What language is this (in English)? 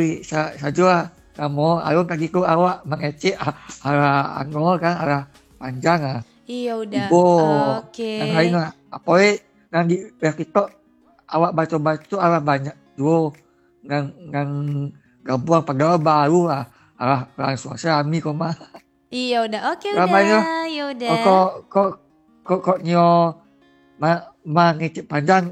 Minangkabau